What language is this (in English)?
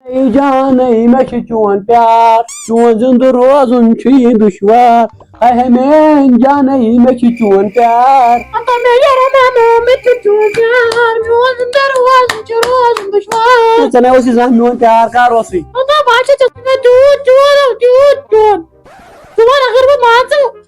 Kashmiri